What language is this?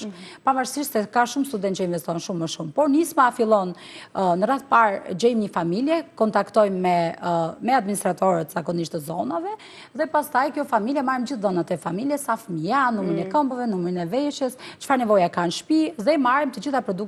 Albanian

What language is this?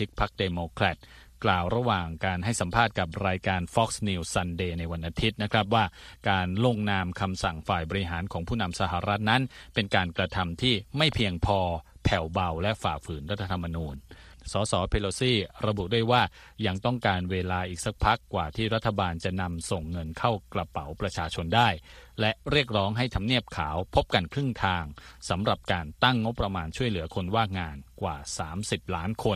Thai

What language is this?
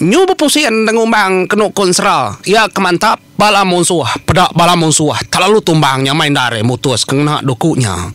Iban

